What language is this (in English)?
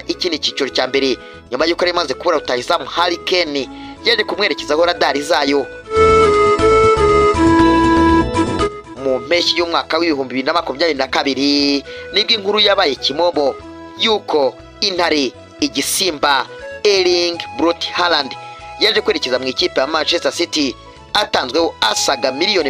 Kinyarwanda